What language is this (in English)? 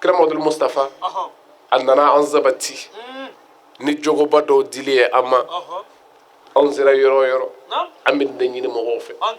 Bambara